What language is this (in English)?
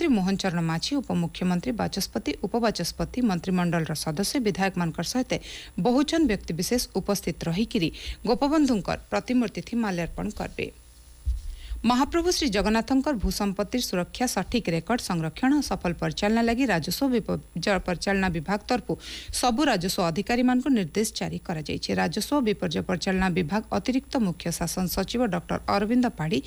Odia